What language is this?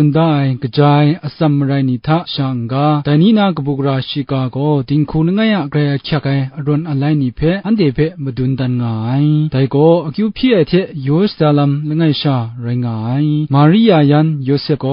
Kachin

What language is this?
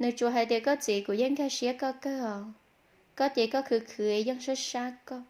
Hmong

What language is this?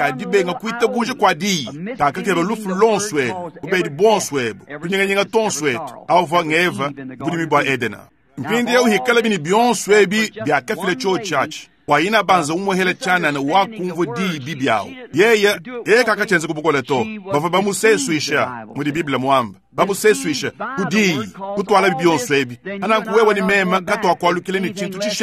Luba-Lulua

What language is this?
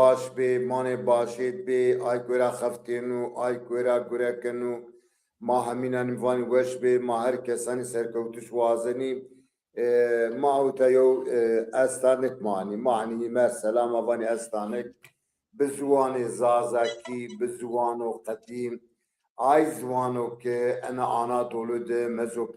Zaza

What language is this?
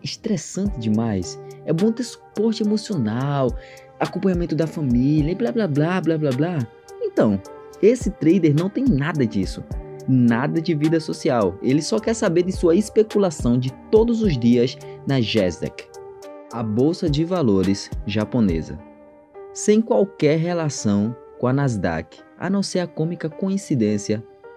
Portuguese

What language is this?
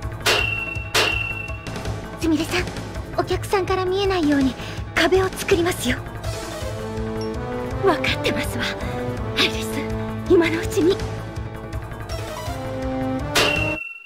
Japanese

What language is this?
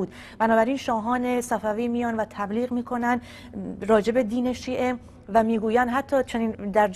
Persian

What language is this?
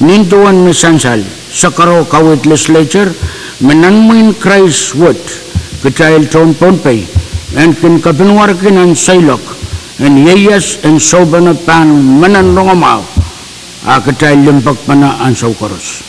Pohnpeian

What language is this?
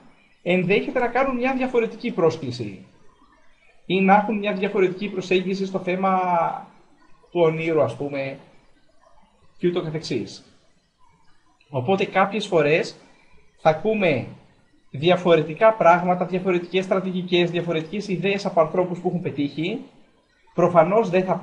Greek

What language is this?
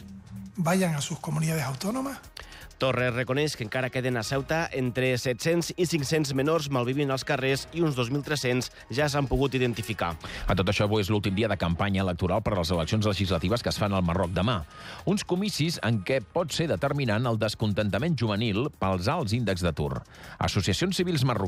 Catalan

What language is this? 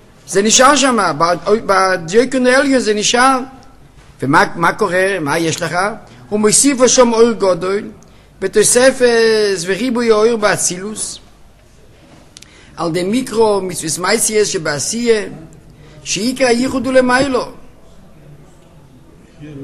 Hebrew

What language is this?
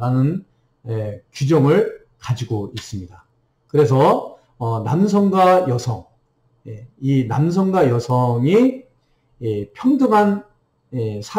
Korean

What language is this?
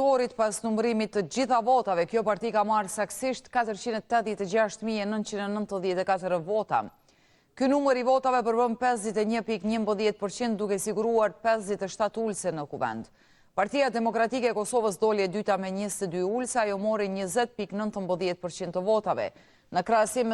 Albanian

